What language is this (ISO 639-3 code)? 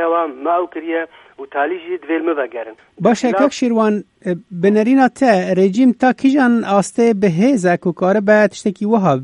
kur